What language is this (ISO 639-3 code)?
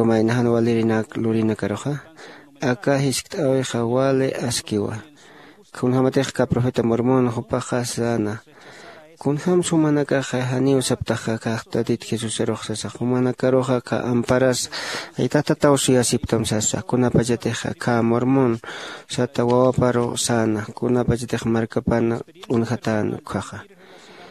aym